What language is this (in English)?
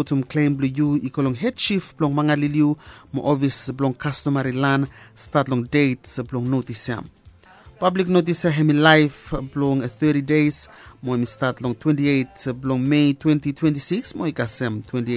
Bislama